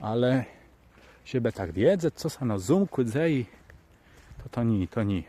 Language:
Kashubian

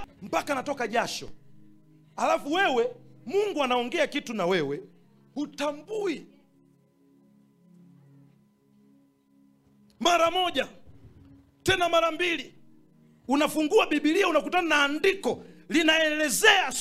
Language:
Swahili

